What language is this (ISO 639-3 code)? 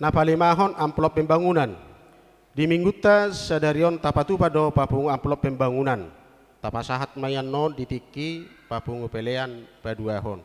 bbc